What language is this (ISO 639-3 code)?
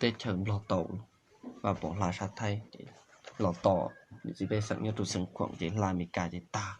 hmn